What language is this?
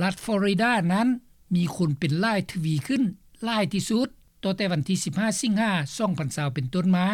Lao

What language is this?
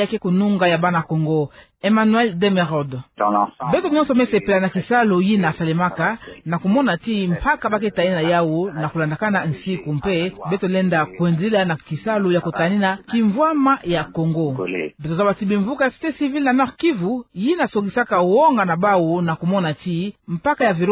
Kituba (Democratic Republic of Congo)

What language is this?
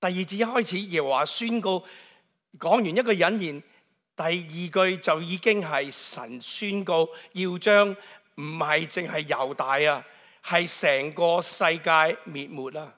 Cantonese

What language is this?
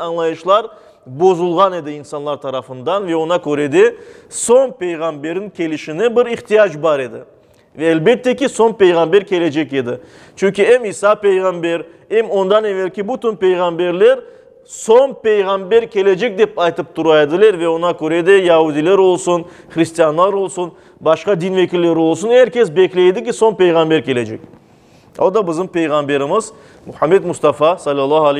Crimean Tatar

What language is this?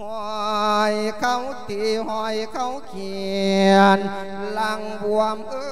Lao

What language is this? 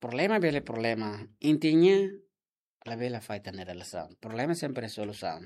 Tetum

